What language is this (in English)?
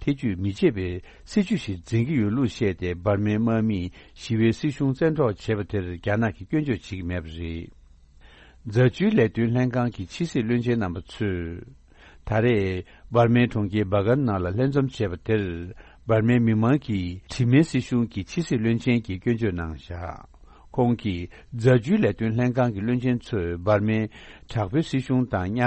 Tibetan